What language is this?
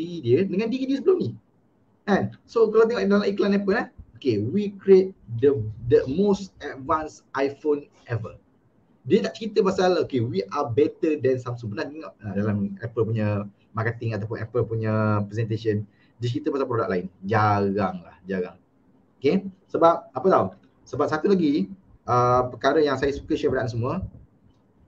Malay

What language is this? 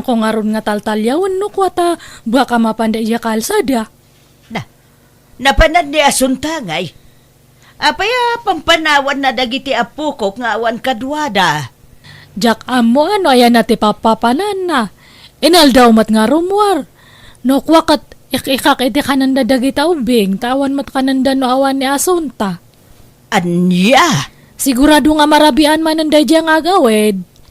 Iloko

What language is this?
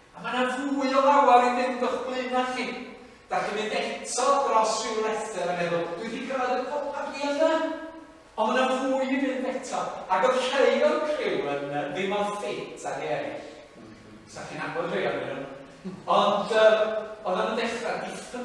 Welsh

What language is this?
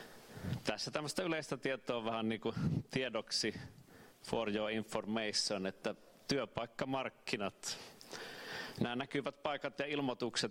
Finnish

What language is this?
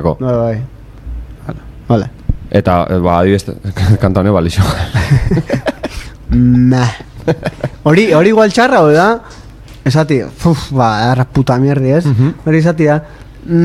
Basque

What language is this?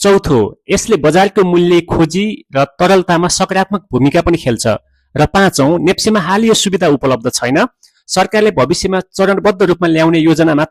Nepali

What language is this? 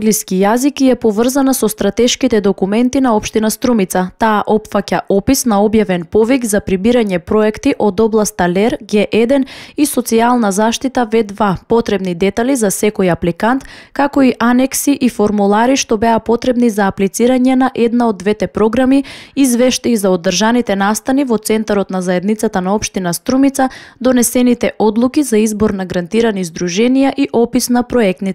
Macedonian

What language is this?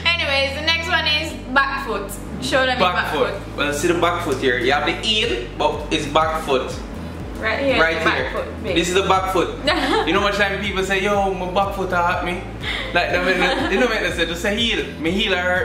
Jamaican Creole English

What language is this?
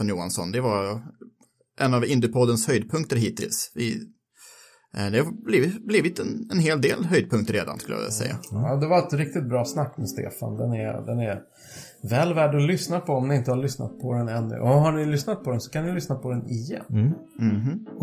Swedish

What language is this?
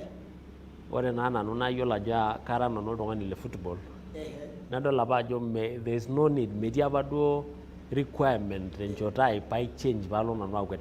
Masai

